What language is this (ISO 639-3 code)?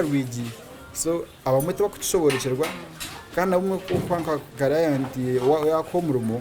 nyn